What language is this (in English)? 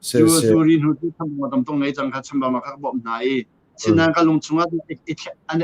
Hakha Chin